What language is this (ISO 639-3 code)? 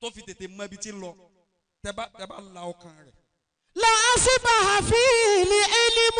yor